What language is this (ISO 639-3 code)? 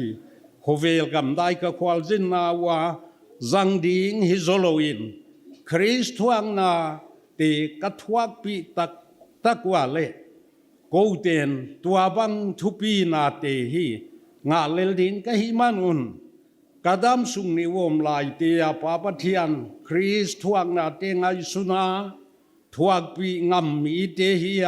pck